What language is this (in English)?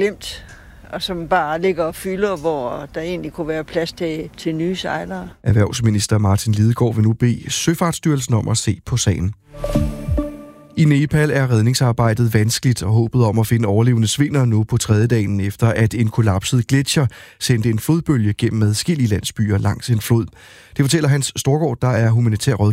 Danish